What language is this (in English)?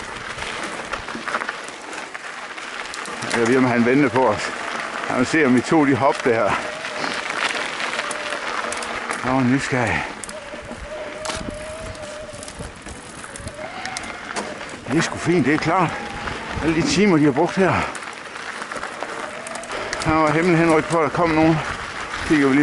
Danish